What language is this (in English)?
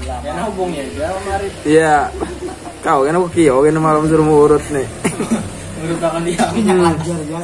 Banjar